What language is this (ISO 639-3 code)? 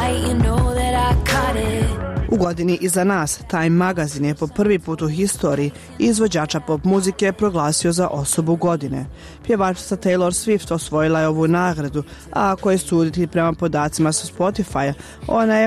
bos